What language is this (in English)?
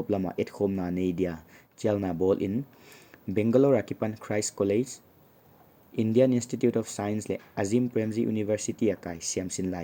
Paite Chin